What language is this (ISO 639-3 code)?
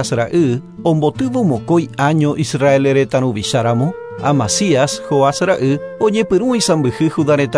grn